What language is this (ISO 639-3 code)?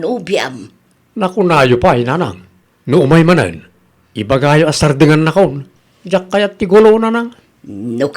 ilo